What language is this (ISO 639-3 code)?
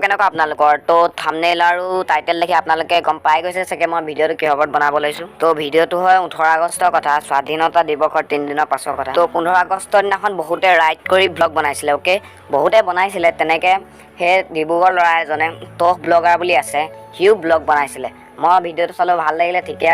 asm